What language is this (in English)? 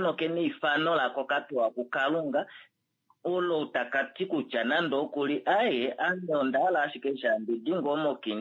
Kuanyama